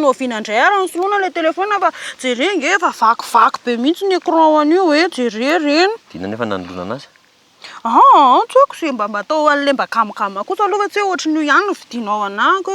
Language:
Malagasy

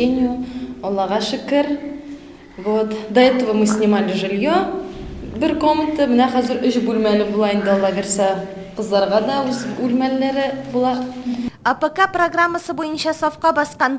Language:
Tatar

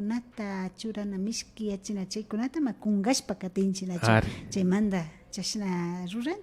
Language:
Imbabura Highland Quichua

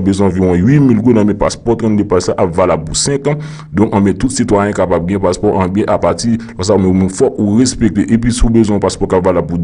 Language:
Haitian Creole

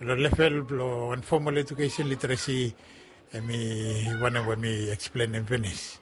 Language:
Bislama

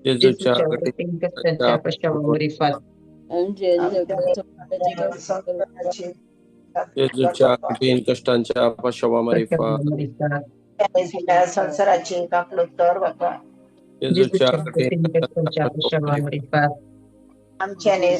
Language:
Konkani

